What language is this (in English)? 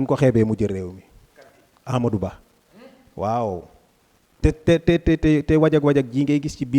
Wolof